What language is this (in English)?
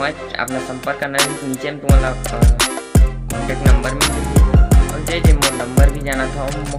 Chhattisgarhi